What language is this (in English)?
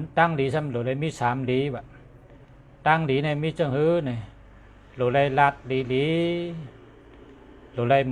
Shan